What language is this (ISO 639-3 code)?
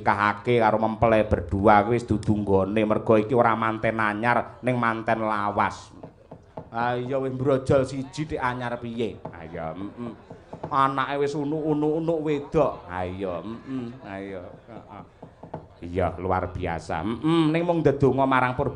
jav